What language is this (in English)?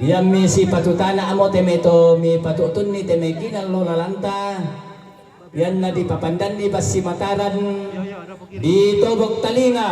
Toraja-Sa'dan